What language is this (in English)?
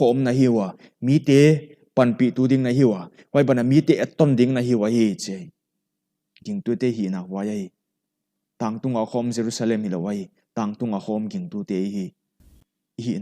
Paite Chin